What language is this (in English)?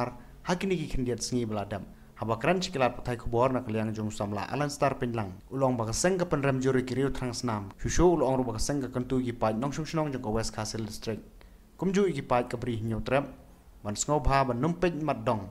Khasi